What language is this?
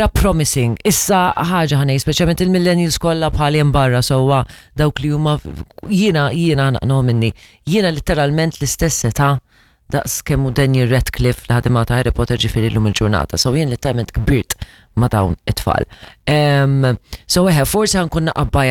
Maltese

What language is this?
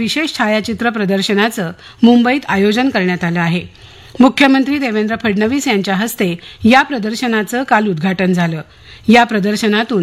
Marathi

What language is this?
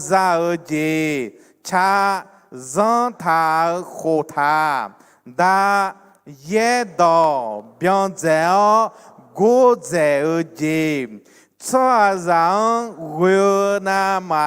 Akha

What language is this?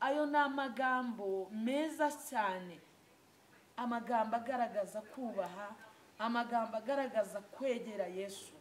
Kinyarwanda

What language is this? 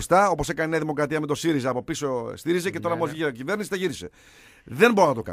Greek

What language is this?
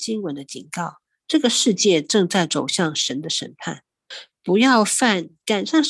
Chinese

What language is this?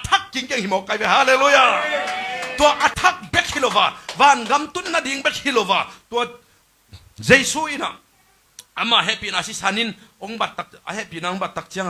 Tedim Chin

